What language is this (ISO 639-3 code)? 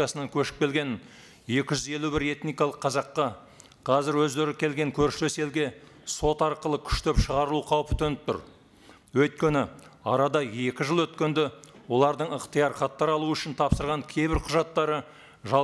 kaz